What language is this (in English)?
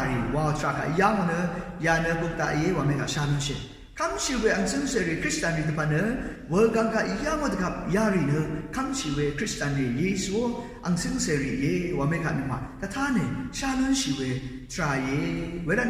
Rawang